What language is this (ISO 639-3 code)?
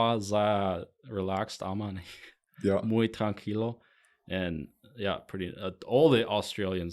pdt